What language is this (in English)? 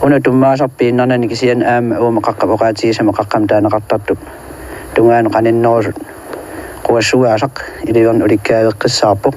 Kalaallisut